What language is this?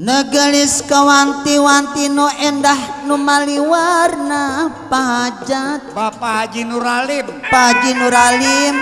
Betawi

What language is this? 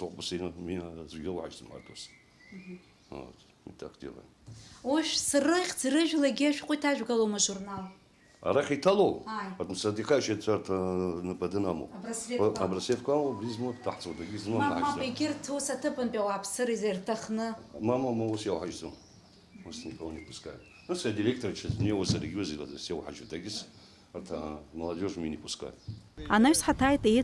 Abkhazian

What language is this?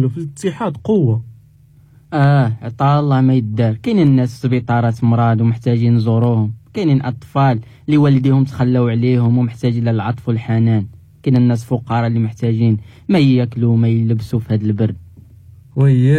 Moroccan Arabic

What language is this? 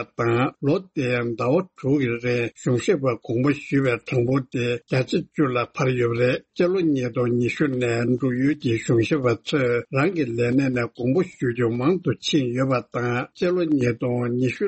Tibetan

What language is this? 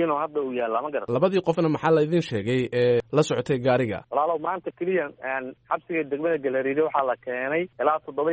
Somali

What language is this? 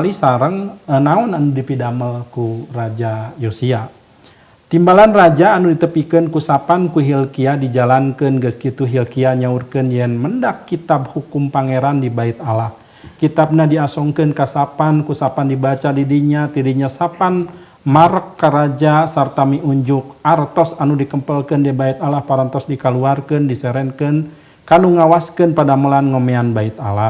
Sundanese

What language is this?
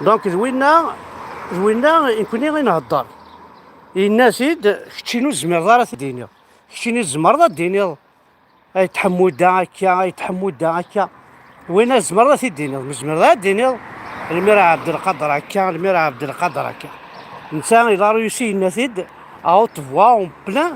Kabyle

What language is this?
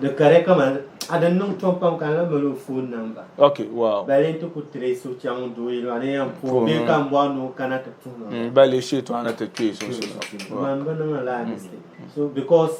Dagbani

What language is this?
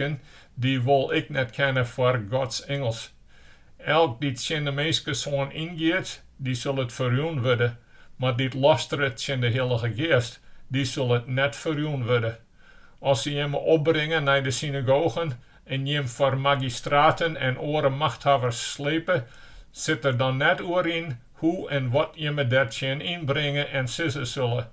Western Frisian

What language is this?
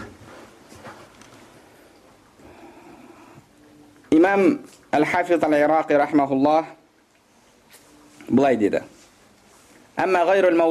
Kazakh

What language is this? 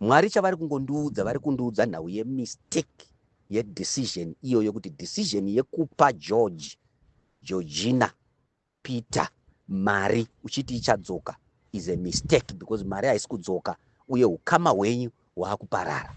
Shona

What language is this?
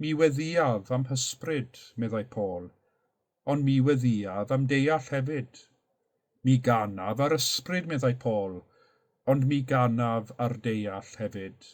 Welsh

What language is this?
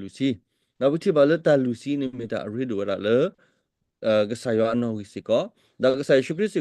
S'gaw Karen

